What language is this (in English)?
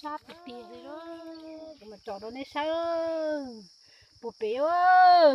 Hmong